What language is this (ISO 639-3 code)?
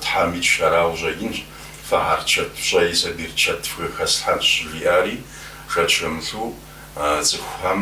kbd